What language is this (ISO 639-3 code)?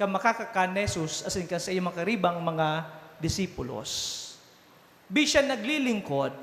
bik